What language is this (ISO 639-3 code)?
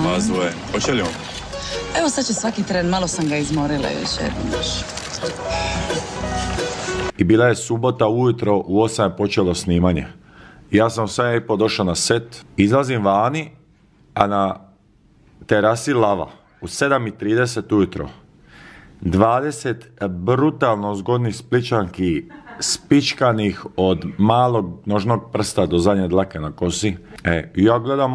hrv